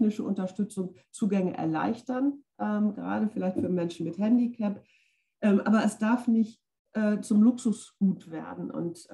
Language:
German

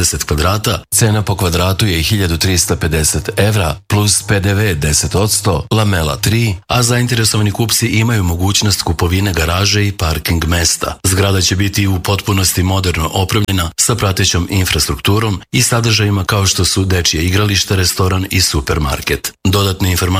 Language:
Serbian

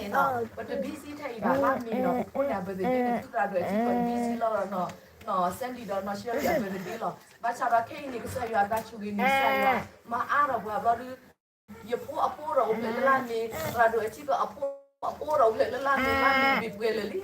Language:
S'gaw Karen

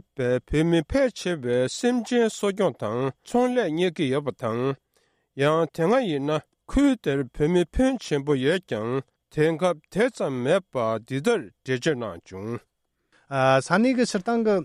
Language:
Tibetan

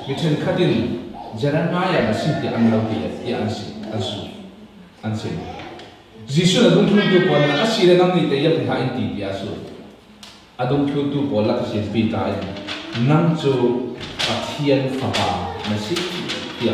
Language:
Falam Chin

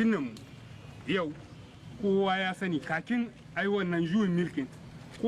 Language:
Hausa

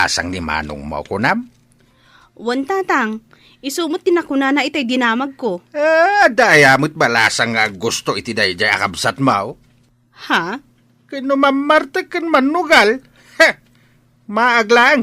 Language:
Iloko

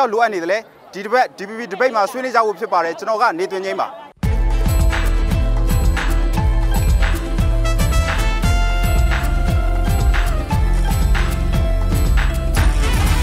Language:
Burmese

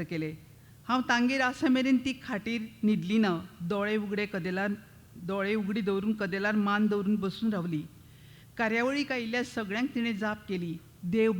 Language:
Konkani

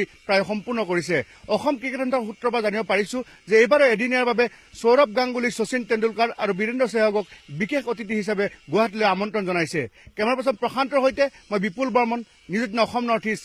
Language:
Assamese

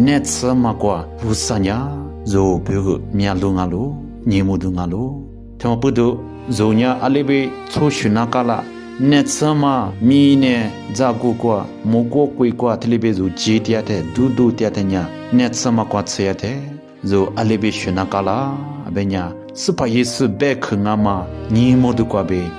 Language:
Lisu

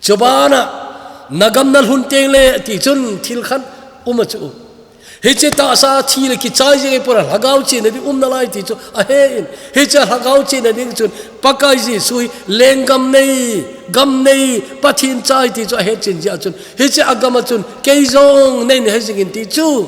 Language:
Thado Chin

